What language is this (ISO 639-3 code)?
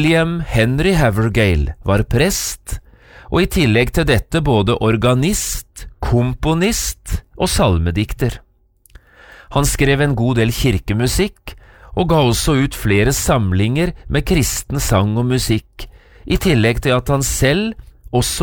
nor